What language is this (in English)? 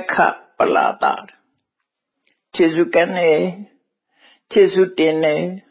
Burmese